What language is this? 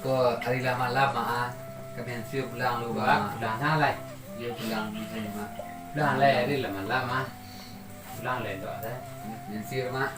Minangkabau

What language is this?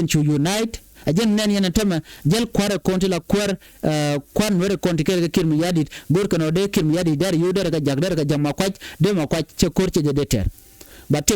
Nuer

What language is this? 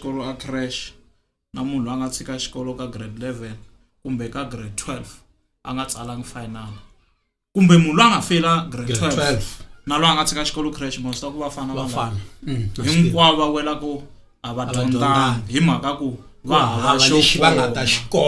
Tsonga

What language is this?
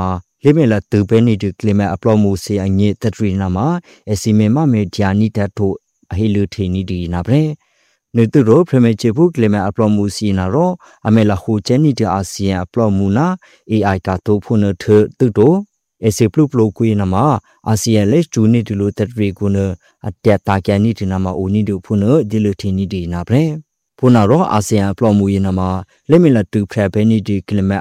Burmese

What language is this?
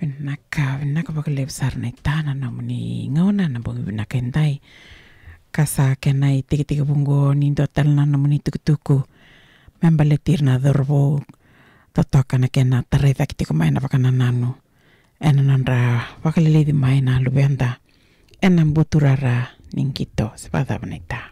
Fijian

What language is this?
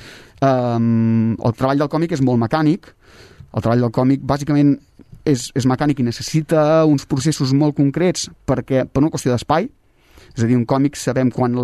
Catalan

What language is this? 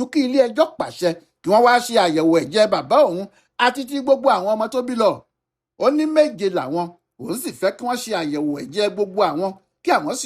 Yoruba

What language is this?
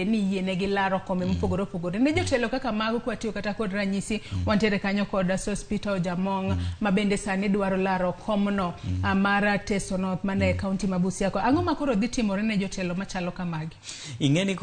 Luo (Kenya and Tanzania)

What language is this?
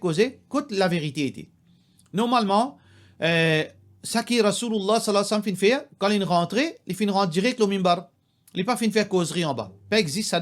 Morisyen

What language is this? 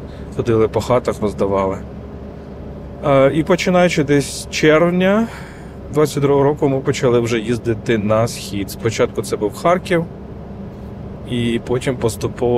Ukrainian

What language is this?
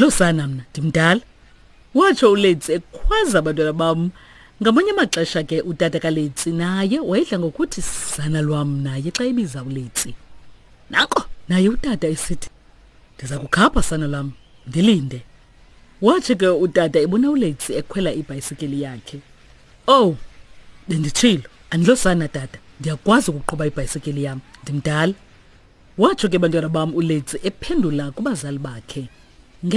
Xhosa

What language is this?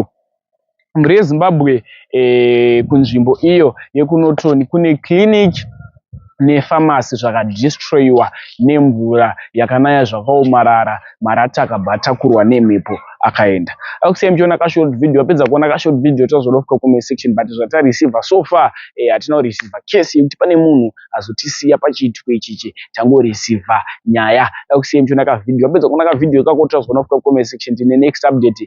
Shona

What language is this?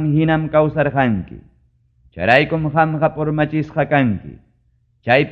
Ayacucho Quechua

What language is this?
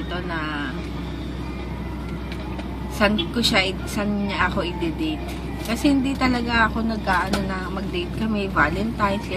Filipino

